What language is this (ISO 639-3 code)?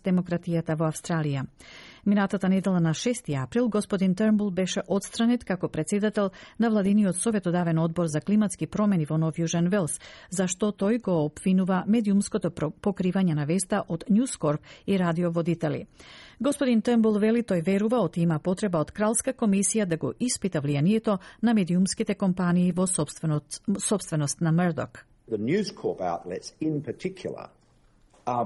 mkd